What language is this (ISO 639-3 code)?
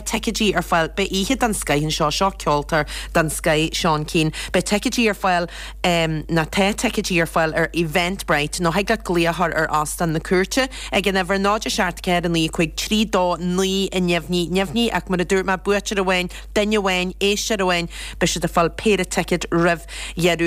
gle